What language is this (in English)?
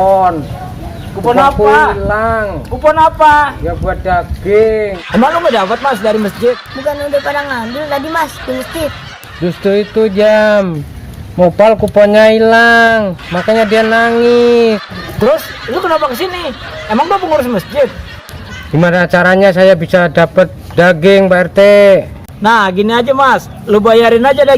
Betawi